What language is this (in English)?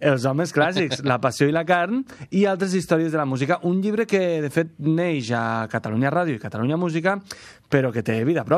Catalan